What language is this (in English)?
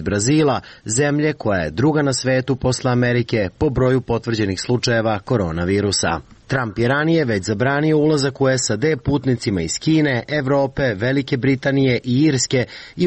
Serbian